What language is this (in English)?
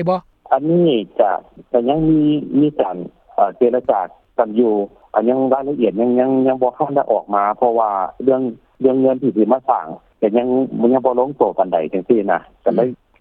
Lao